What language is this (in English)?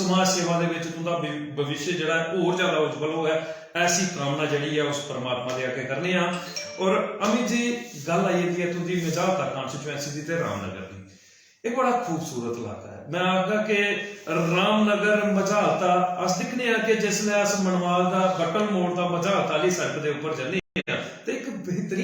Dogri